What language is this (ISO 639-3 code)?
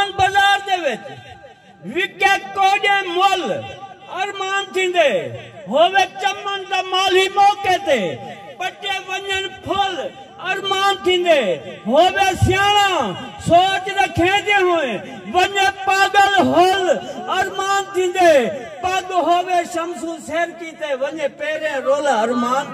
skr